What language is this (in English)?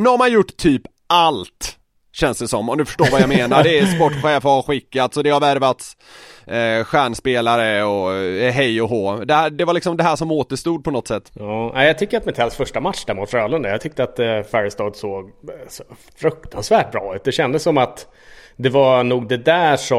Swedish